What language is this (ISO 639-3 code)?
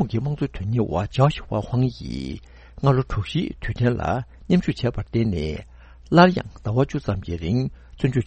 bod